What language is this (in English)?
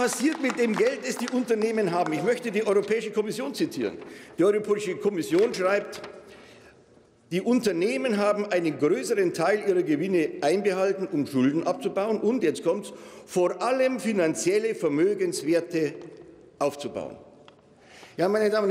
German